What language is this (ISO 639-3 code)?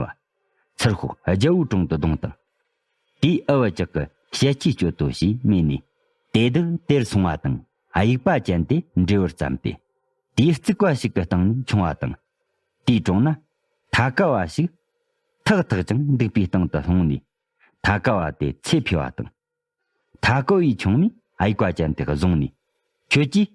bod